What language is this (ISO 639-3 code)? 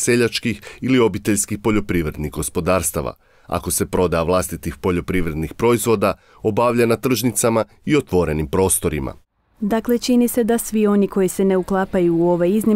hrv